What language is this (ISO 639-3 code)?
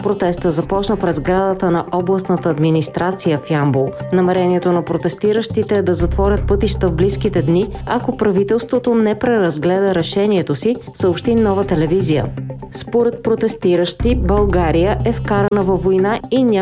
bul